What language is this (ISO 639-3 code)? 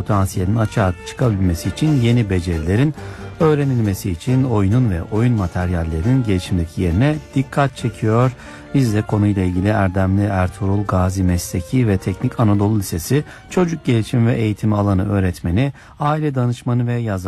tur